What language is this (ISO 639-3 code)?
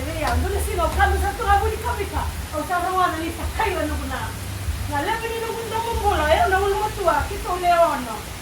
fij